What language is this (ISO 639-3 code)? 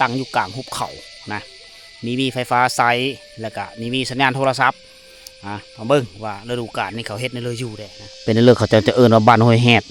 lao